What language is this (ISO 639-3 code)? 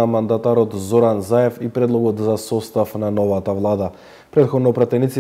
mkd